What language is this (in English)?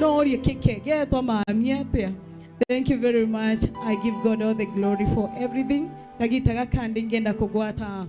Meru